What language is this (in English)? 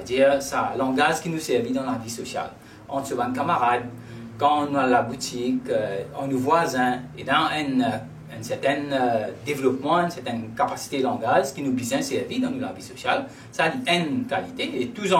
Morisyen